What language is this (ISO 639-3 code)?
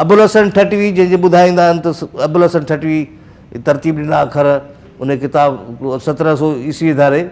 snd